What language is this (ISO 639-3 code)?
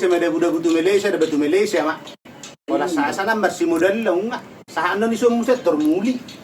bbc